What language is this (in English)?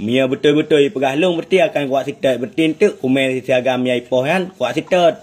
Achinese